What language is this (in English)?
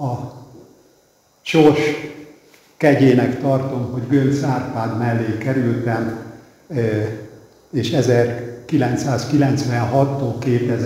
Hungarian